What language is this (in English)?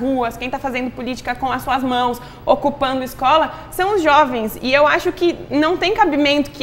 Portuguese